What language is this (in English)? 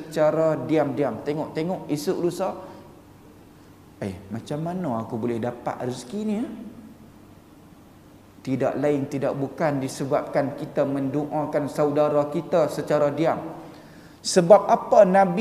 Malay